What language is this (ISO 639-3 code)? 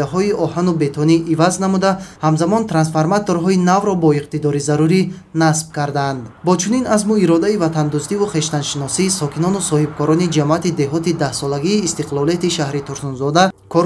tgk